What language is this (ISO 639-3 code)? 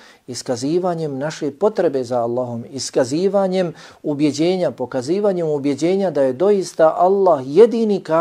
bos